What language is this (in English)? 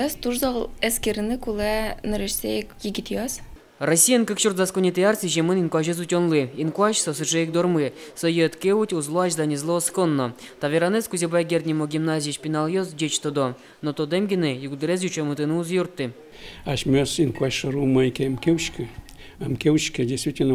Udmurt